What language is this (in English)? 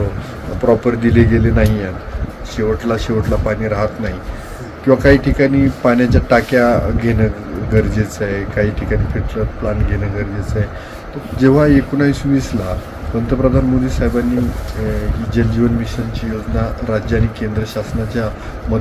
Marathi